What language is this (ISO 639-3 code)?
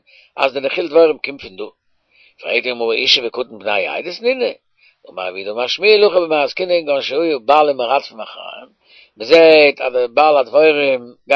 yid